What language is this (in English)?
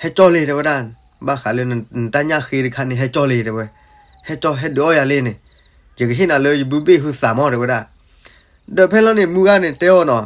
S'gaw Karen